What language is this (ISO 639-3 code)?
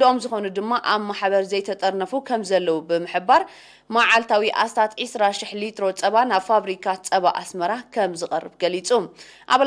tir